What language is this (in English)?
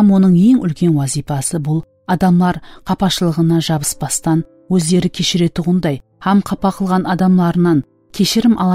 Kara-Kalpak